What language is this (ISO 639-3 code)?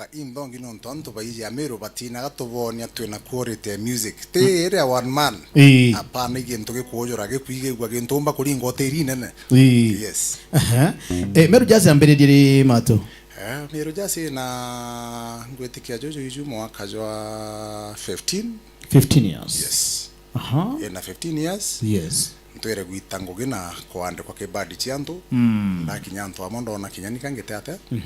mer